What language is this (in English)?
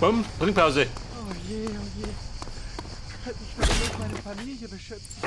Bavarian